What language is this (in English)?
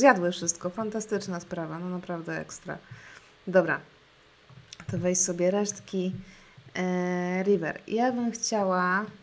Polish